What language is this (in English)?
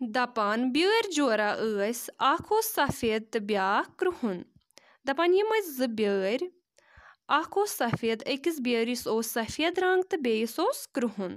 Kashmiri